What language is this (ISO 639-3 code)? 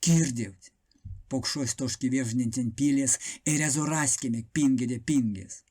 myv